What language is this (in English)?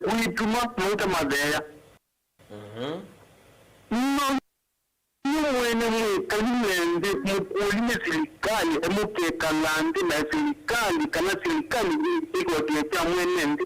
Kamba